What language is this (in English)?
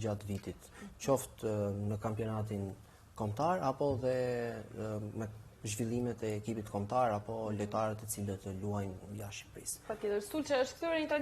Albanian